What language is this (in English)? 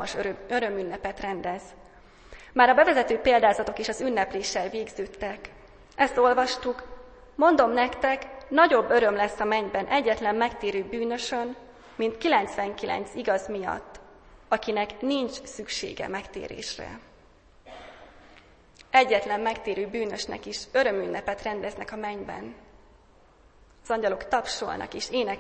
Hungarian